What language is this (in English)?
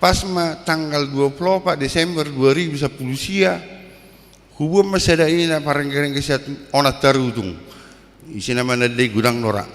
Batak Toba